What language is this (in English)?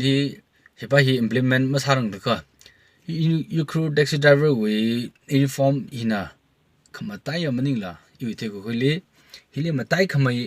Tangkhul Naga (India)